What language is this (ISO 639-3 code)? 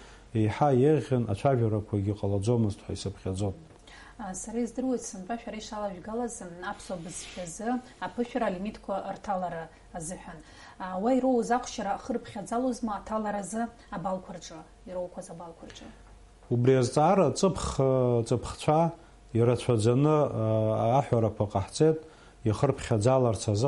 abk